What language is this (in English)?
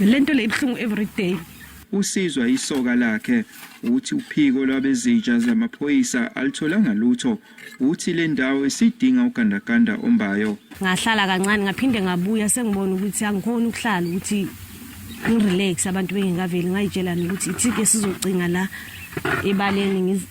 Zulu